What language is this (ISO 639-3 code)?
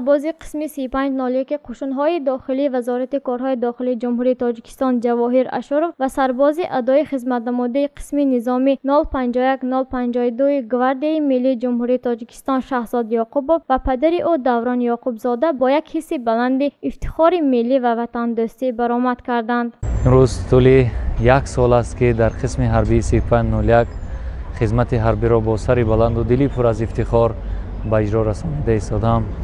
tgk